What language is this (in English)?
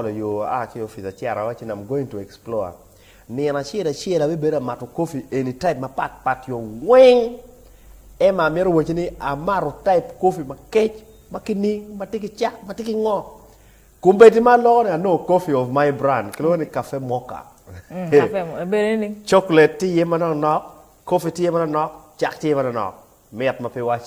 Acoli